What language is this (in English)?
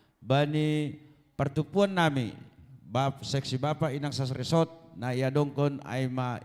Batak Simalungun